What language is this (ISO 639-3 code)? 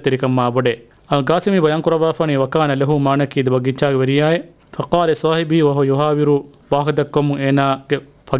div